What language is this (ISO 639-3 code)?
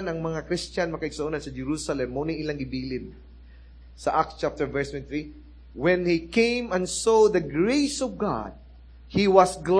ceb